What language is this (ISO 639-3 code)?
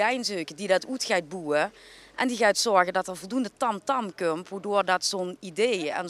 lim